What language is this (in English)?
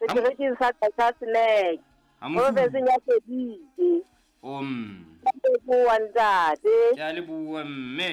Southern Sotho